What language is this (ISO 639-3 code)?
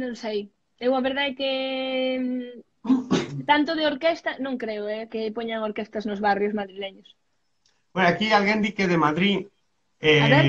glg